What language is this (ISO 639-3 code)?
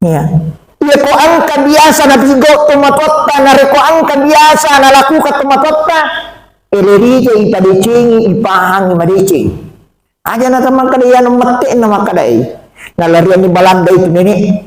bug